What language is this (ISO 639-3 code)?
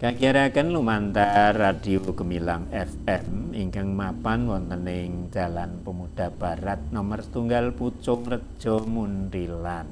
jav